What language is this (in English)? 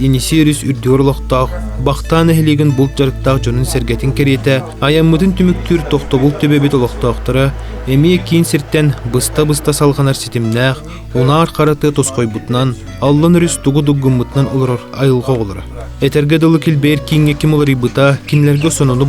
Yakut